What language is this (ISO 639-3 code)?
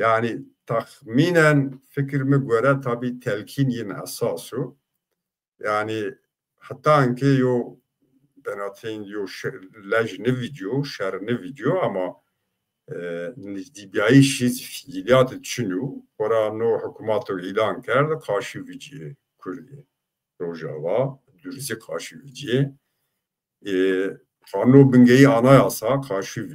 zza